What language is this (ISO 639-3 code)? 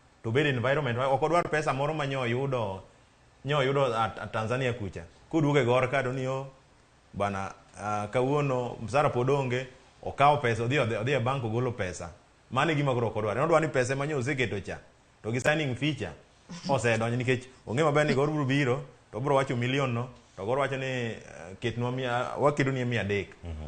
luo